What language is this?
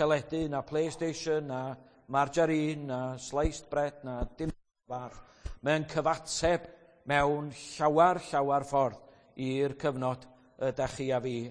Welsh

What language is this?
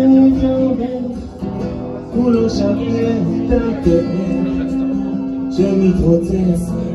Hebrew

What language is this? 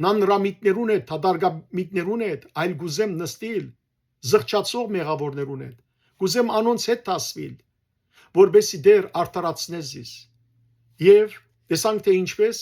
Western Armenian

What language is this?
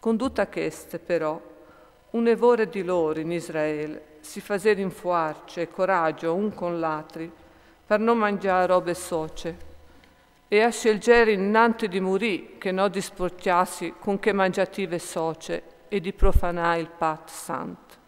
Friulian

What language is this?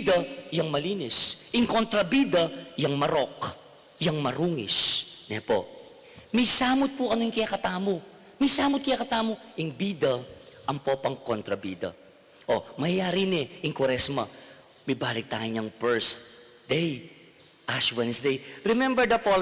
Pampanga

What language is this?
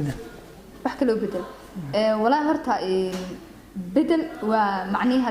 Somali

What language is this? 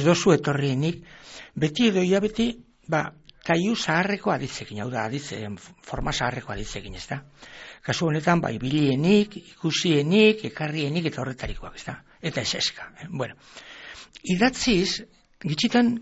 Basque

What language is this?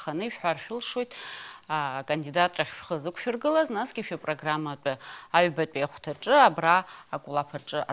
Abkhazian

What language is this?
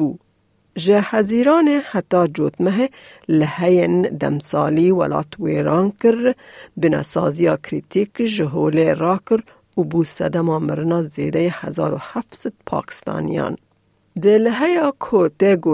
Kurdish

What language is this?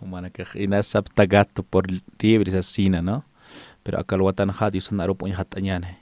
Aymara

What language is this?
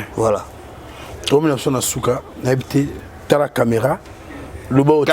Lingala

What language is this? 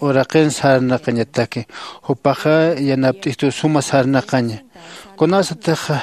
Aymara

